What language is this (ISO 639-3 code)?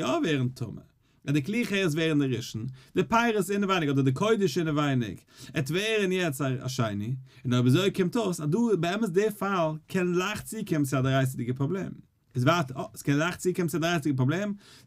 yid